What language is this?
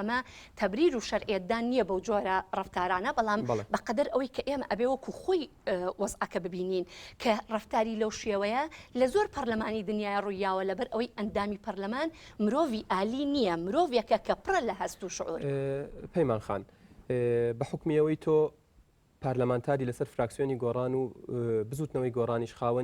Central Kurdish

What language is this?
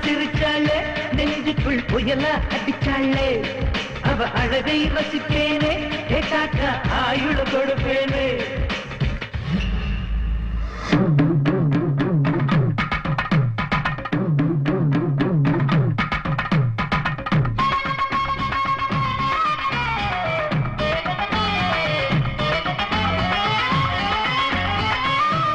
Tamil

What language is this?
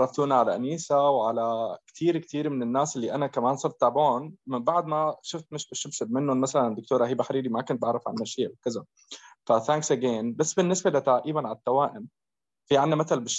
North Levantine Arabic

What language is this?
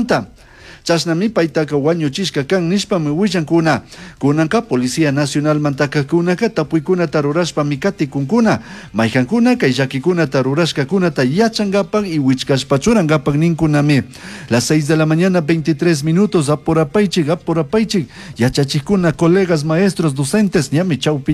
Chimborazo Highland Quichua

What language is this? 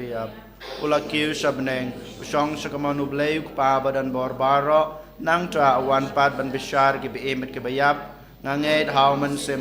Khasi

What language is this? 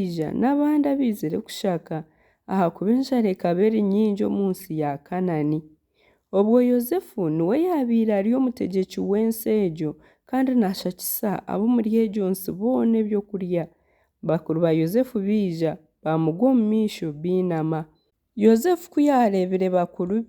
Nyankole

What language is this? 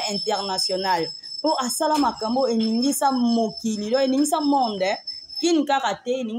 Lingala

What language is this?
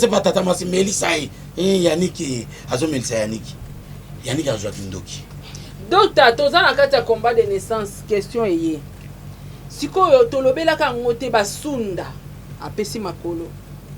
Lingala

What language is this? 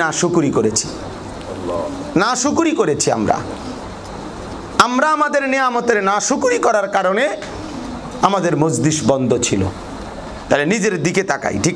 Bangla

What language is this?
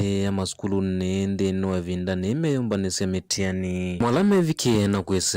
Kamba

